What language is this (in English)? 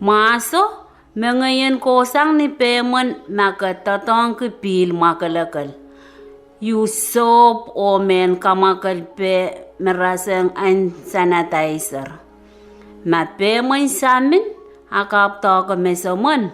Pohnpeian